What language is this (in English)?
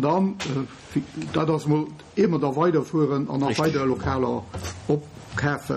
Luxembourgish